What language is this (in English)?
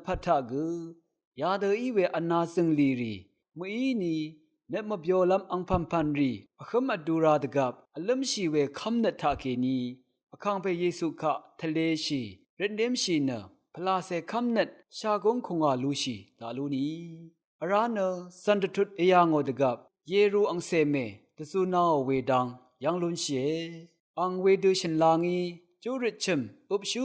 Rawang